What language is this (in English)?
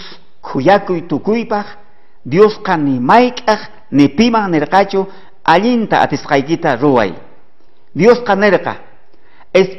South Bolivian Quechua